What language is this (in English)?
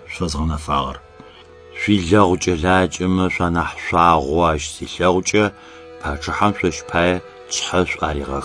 Adyghe